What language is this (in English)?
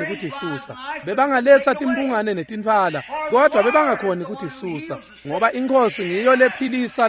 Swati